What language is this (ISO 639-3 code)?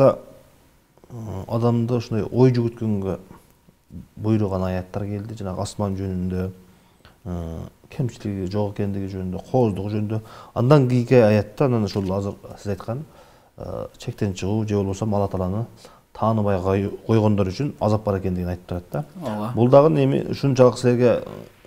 kir